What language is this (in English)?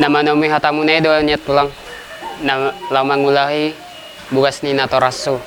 Batak Toba